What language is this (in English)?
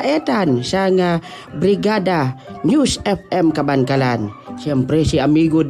Hiligaynon